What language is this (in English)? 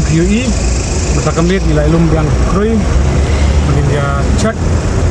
Khasi